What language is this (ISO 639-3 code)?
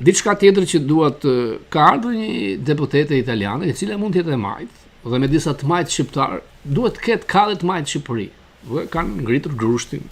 sqi